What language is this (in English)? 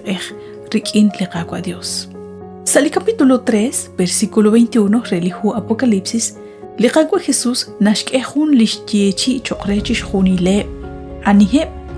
Kekchí